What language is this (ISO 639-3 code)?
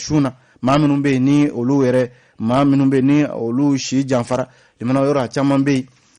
bam